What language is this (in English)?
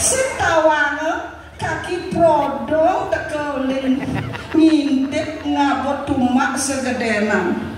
Balinese